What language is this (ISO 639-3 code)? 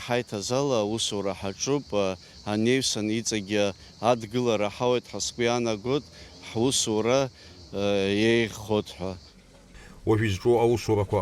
abk